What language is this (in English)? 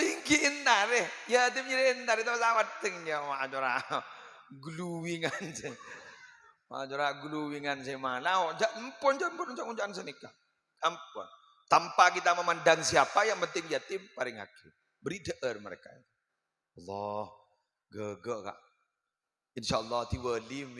Madurese